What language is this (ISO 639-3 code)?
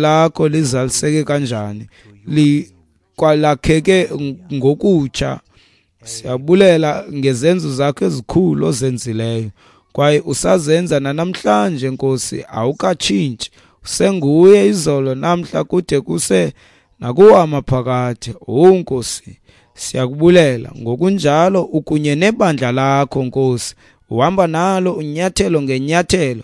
xho